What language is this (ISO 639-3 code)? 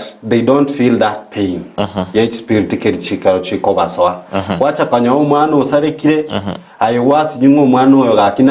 guz